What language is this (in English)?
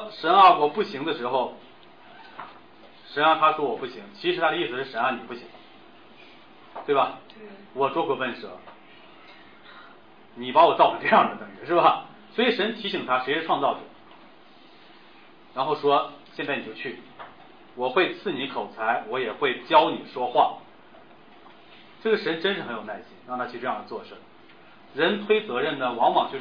Chinese